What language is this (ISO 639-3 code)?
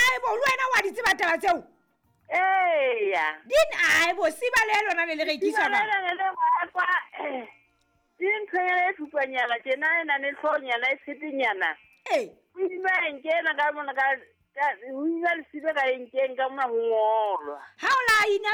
sot